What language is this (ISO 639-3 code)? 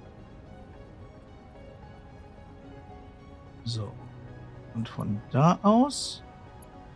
deu